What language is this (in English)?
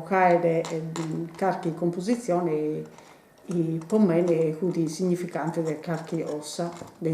Sardinian